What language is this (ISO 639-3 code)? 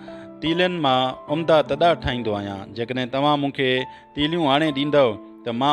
snd